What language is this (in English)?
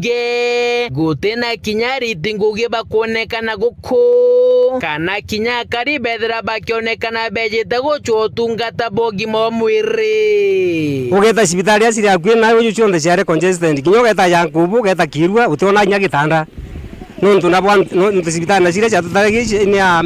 Meru